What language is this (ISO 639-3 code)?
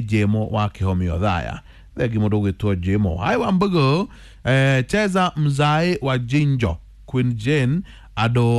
kik